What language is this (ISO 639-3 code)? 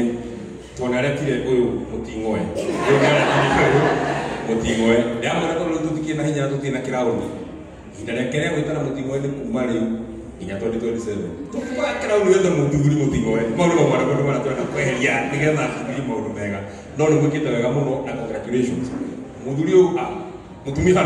kik